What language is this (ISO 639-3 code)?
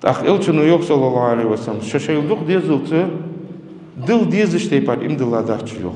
inh